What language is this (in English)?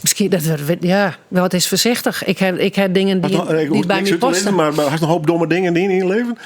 Western Frisian